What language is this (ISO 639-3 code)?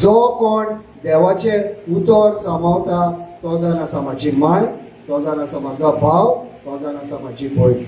kok